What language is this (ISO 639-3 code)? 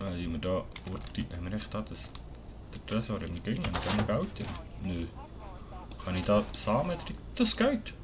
gsw